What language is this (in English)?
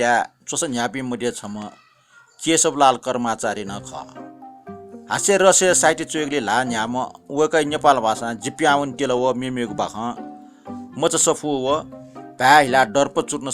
Newari